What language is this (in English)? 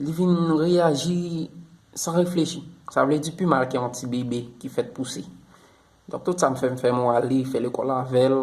Haitian Creole